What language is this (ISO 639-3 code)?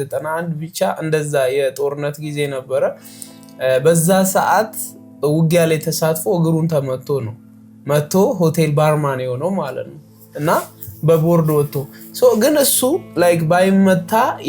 amh